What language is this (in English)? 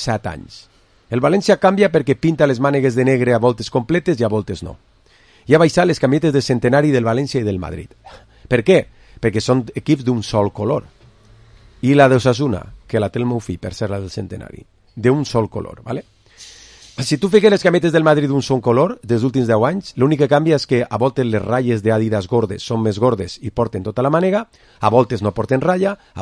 Catalan